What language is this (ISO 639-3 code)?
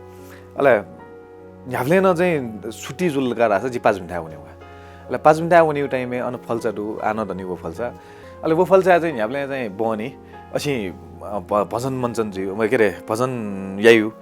new